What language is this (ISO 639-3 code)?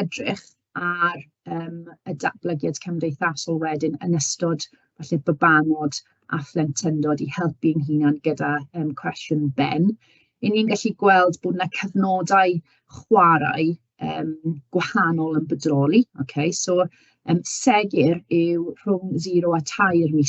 cym